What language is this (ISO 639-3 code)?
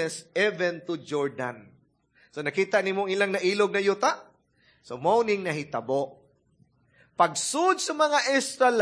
ceb